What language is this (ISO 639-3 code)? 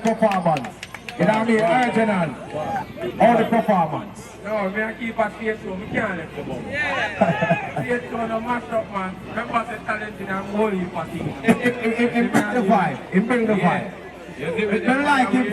jam